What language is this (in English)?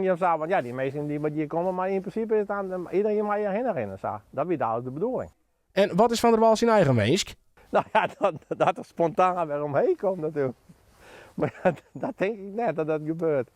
Western Frisian